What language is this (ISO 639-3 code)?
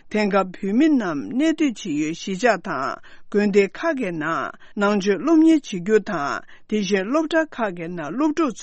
bod